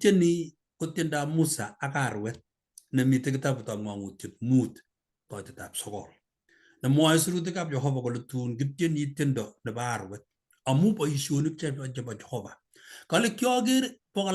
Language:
Kalenjin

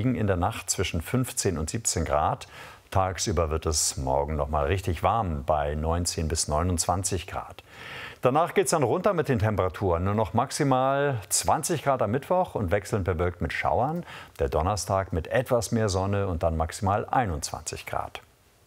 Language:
German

